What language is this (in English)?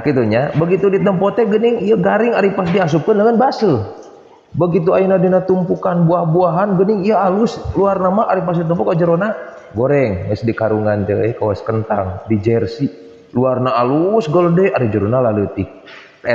Sundanese